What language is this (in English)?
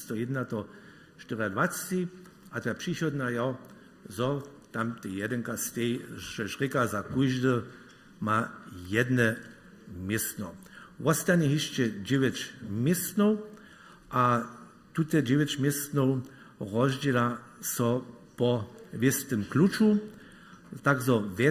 Upper Sorbian